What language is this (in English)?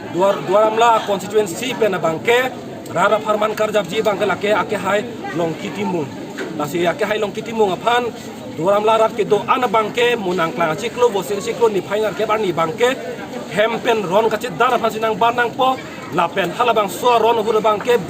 Karbi